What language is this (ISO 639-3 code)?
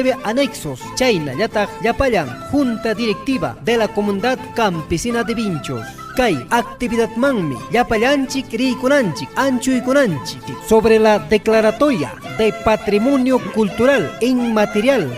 quy